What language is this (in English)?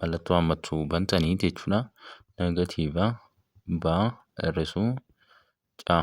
Oromo